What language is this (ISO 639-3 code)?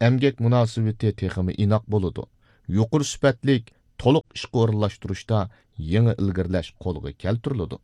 uig